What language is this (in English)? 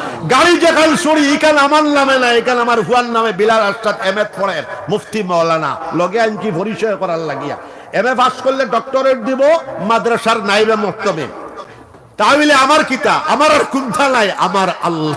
Sylheti